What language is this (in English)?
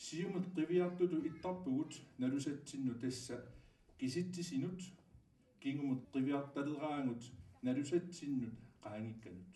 Kalaallisut